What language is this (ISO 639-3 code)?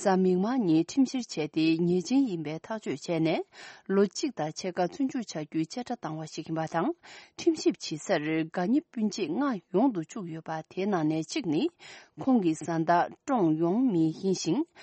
bod